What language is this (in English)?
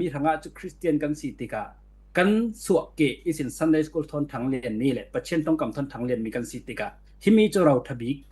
Falam Chin